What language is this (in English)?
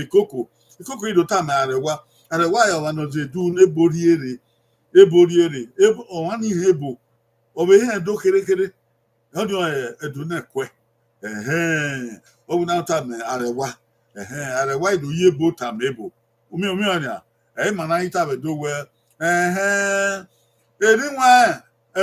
Bini